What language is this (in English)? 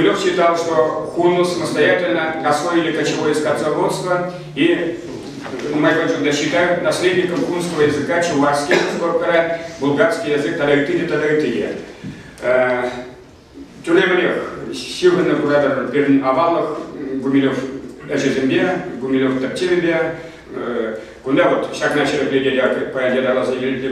Chuvash